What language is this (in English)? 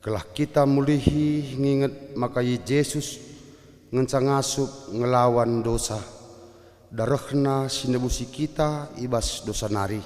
Batak Karo